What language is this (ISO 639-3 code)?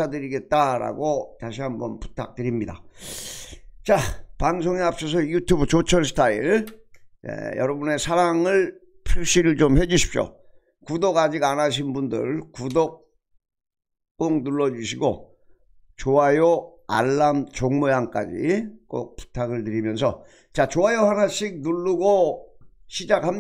kor